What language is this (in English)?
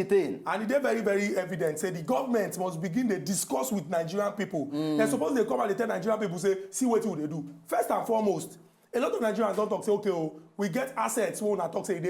Nigerian Pidgin